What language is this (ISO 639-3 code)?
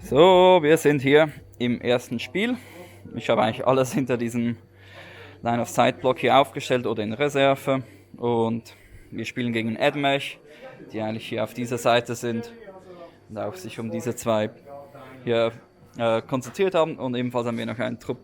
gsw